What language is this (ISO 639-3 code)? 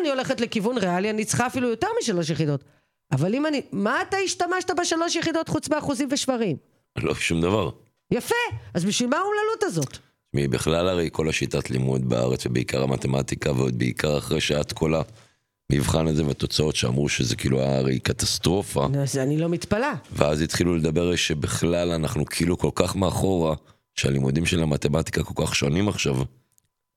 heb